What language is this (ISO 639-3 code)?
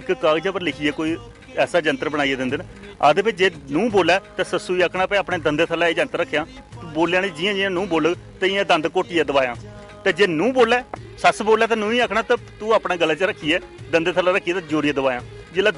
doi